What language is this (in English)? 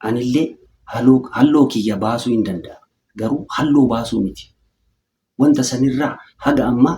Oromo